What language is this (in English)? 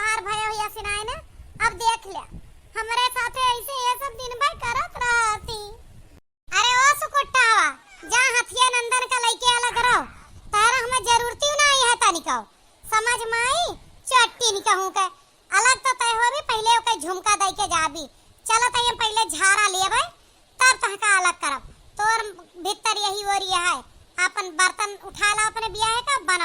Awadhi